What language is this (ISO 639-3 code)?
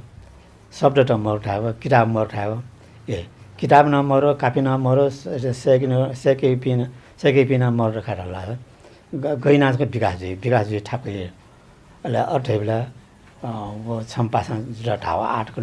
new